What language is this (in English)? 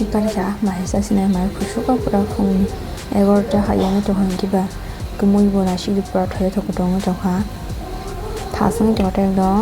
Kok Borok